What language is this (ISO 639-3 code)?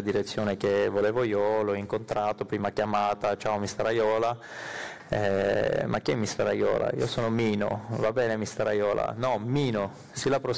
ita